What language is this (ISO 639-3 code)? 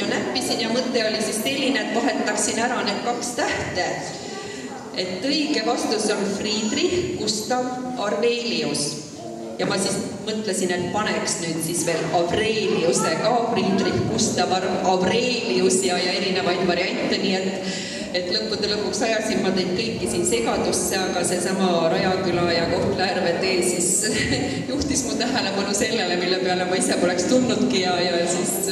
est